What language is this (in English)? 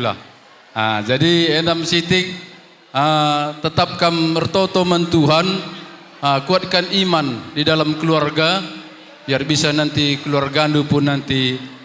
Batak Karo